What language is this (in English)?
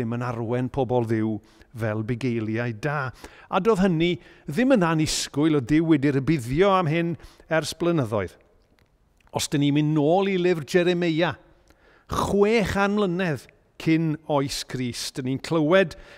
Welsh